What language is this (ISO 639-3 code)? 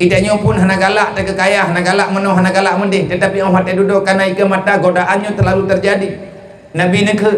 ace